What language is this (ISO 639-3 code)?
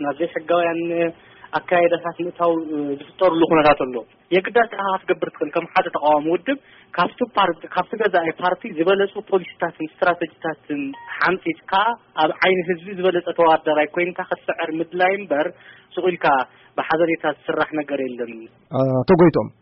tir